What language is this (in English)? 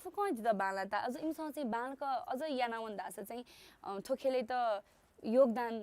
Newari